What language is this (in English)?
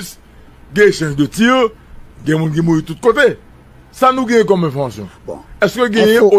Haitian Creole